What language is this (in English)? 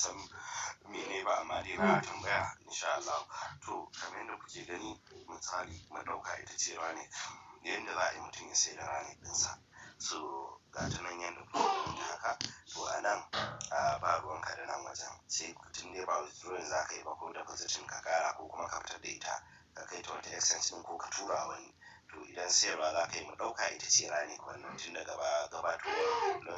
Hausa